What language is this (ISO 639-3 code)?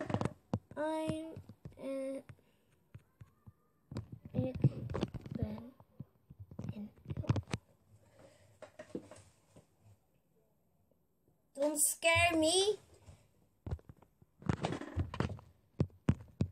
nld